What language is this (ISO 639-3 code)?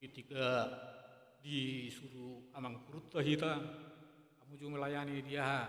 bbc